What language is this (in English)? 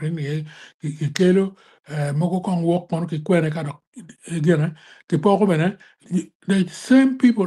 Acoli